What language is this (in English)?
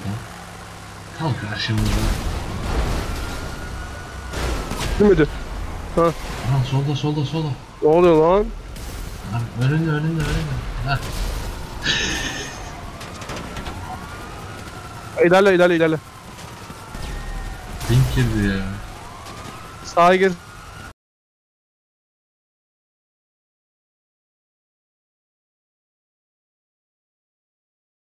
Turkish